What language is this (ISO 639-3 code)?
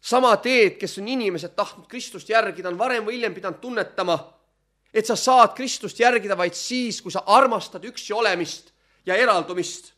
est